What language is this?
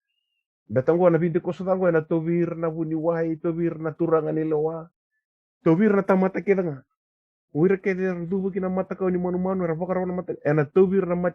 Fijian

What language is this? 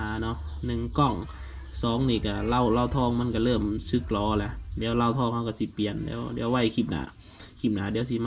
Lao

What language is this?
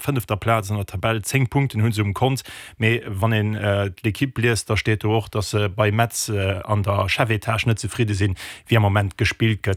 Luxembourgish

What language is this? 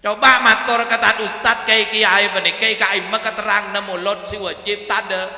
Madurese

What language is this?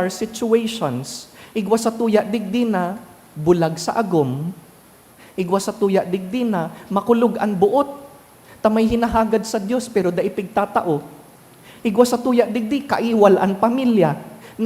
Bikol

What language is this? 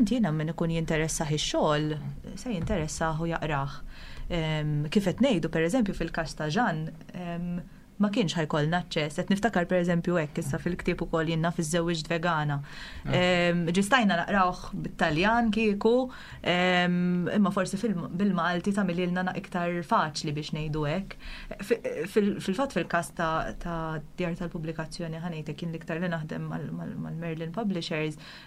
Maltese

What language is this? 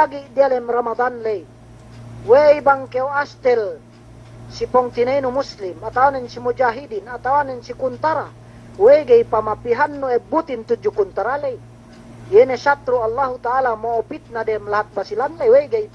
Yakan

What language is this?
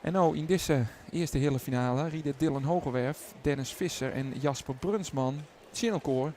Western Frisian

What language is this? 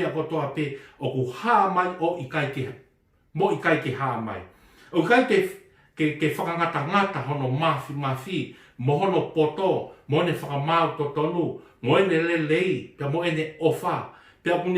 Tongan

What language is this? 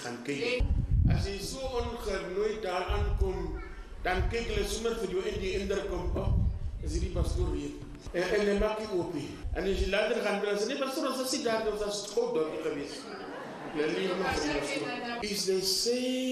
Afrikaans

